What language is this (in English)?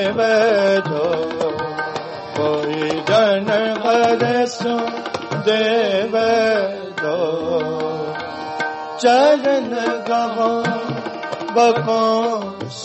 Punjabi